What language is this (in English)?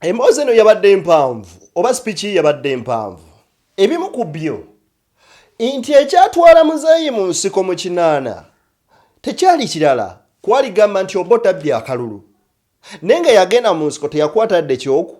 Ganda